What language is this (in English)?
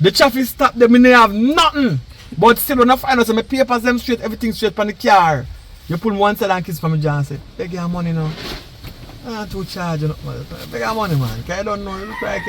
Jamaican Creole English